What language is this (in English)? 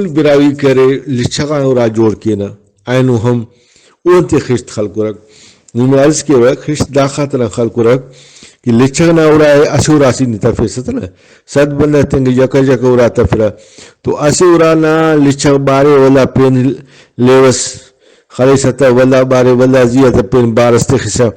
Brahui